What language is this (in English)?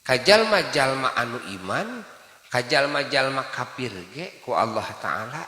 Sundanese